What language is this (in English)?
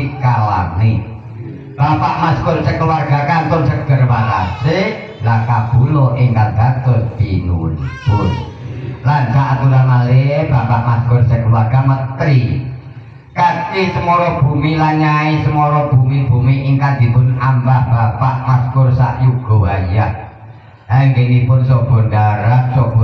Javanese